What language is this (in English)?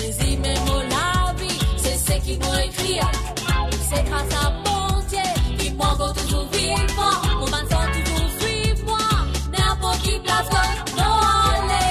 Morisyen